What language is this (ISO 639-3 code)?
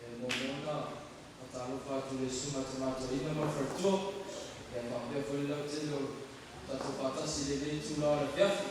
smo